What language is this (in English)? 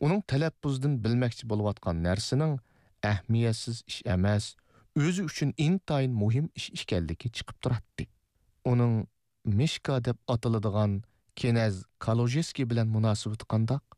Uyghur